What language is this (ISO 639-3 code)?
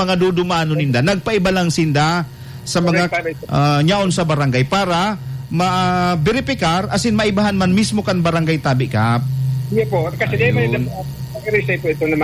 bik